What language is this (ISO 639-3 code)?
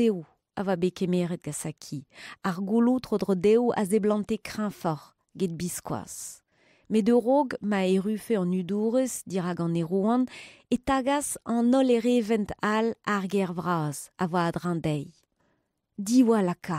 bre